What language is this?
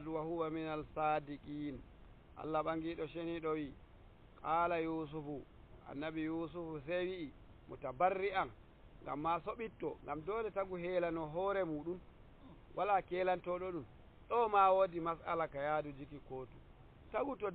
Nigerian Fulfulde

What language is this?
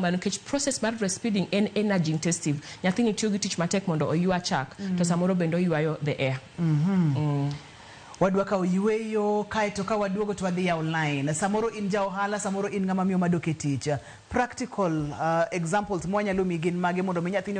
Luo (Kenya and Tanzania)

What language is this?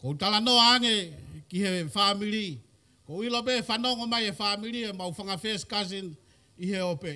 Tongan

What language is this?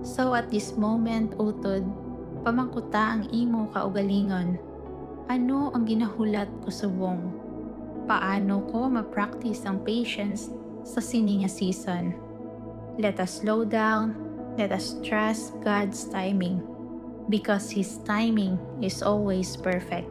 Hiligaynon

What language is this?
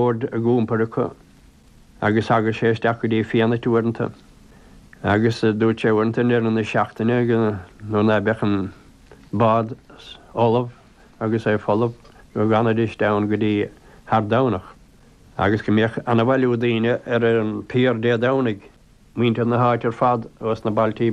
Irish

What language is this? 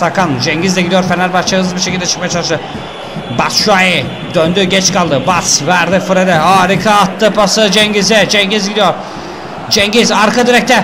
Turkish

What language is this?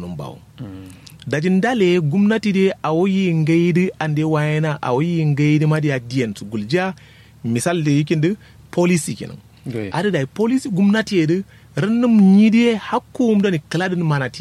Kanuri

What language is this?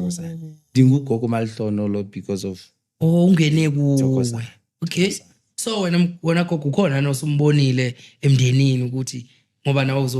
Zulu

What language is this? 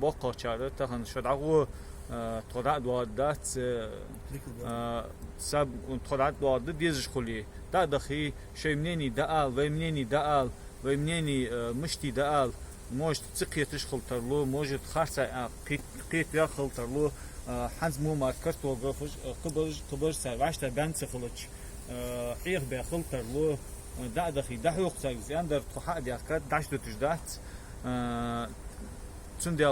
Ingush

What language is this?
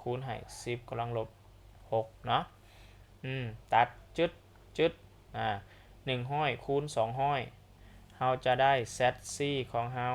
Lao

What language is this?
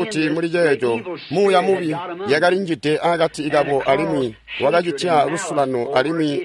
Tonga (Zambia)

